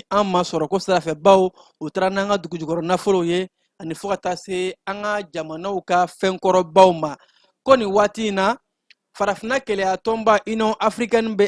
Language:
Bambara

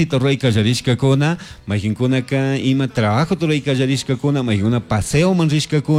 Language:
Chimborazo Highland Quichua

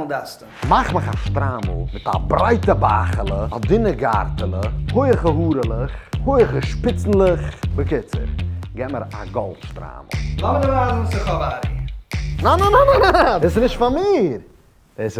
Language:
Yiddish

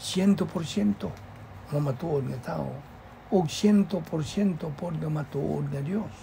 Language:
Cebuano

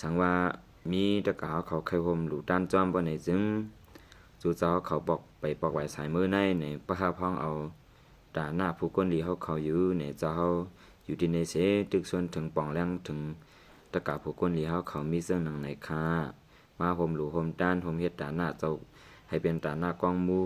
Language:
Lao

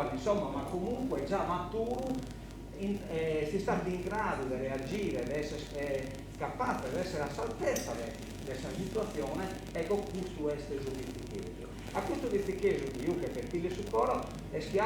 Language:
Sardinian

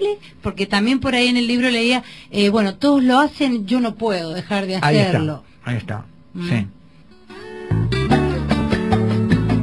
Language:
Spanish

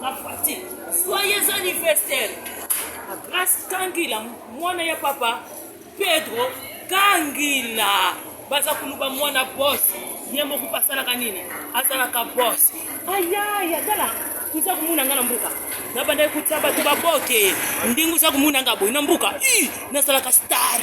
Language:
Lingala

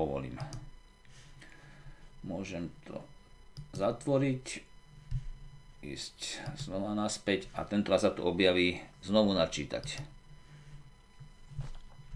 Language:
Slovak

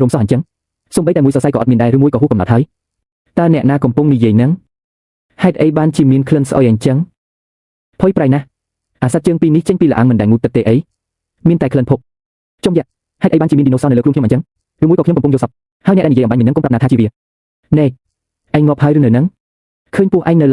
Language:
Khmer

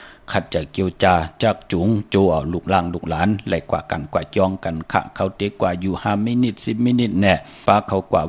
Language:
Shan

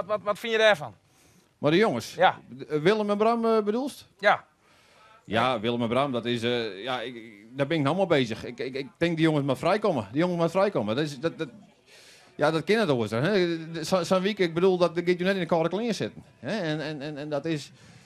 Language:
Western Frisian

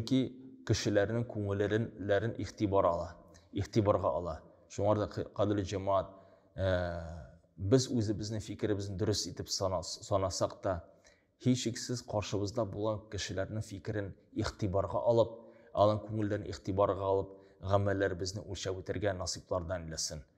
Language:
Tatar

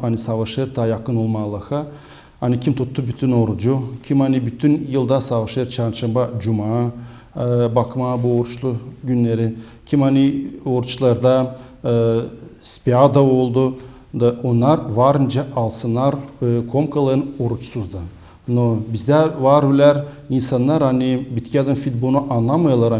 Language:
Gagauz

